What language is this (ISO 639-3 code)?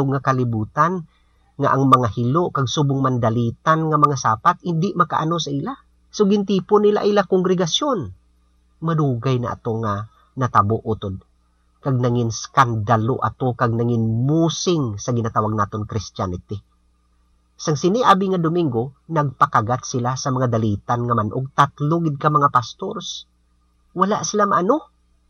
hil